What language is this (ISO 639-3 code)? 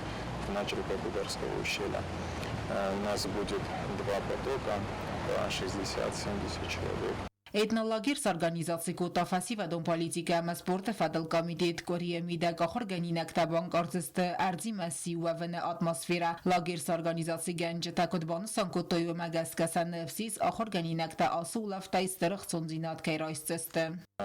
oss